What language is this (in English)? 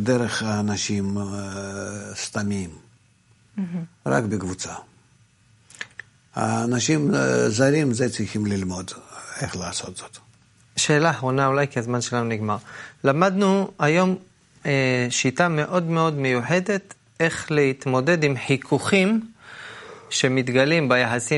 Hebrew